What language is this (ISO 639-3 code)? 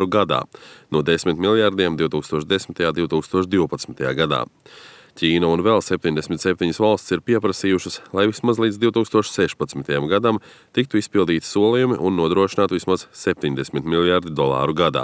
lav